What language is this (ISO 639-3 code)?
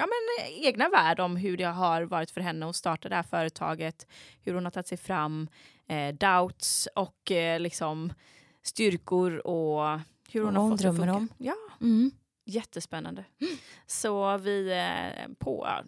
swe